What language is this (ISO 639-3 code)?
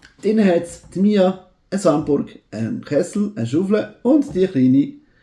gsw